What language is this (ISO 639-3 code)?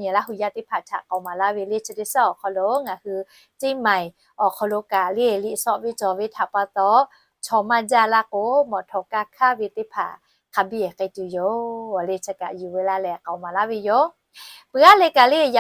lhu